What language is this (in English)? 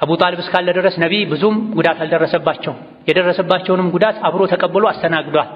Amharic